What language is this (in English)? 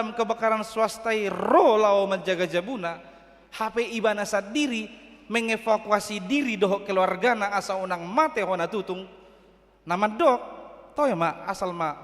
Batak Toba